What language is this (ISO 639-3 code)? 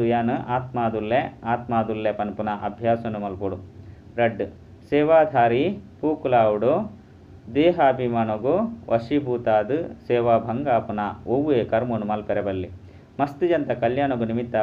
tcy